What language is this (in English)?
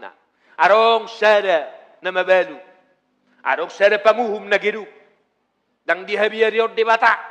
Batak Toba